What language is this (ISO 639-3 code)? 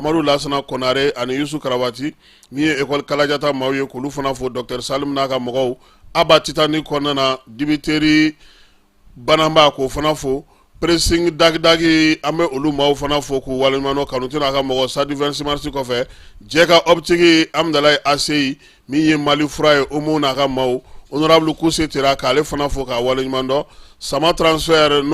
bam